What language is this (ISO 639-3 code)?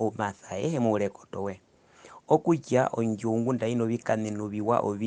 her